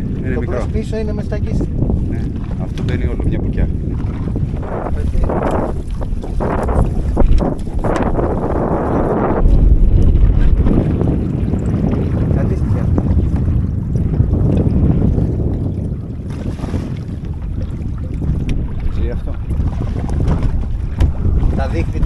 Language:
Greek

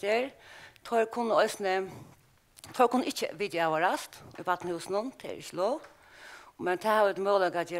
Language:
Faroese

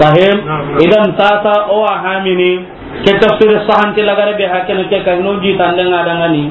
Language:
Soninke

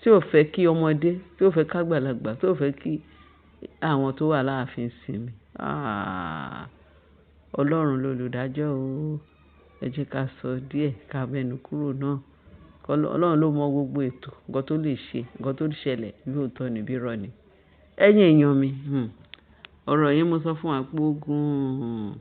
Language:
Yoruba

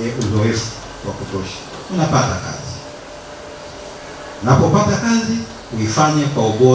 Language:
Swahili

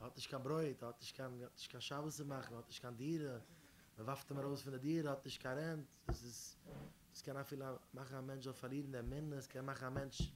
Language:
Yiddish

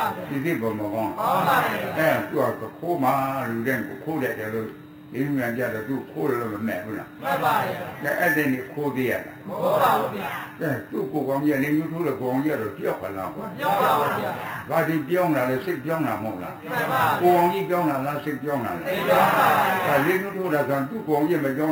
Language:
Burmese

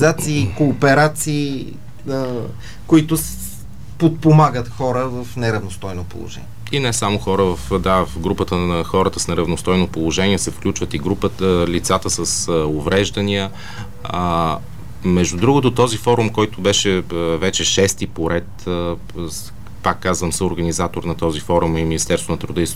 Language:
Bulgarian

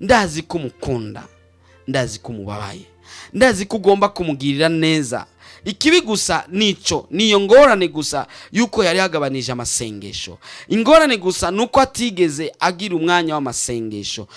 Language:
Rundi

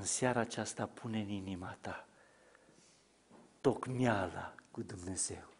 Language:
Romanian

